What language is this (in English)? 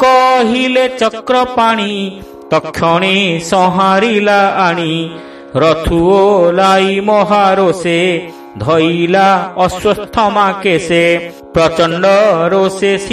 Odia